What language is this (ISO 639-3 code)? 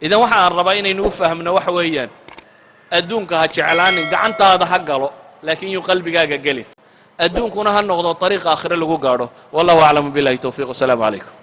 som